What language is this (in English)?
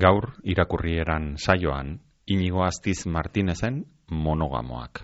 Basque